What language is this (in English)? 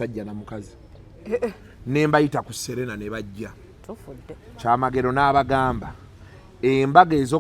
Ganda